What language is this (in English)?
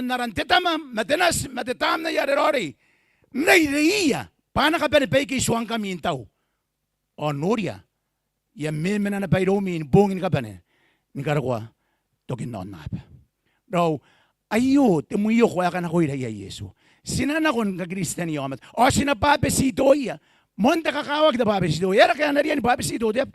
Gilbertese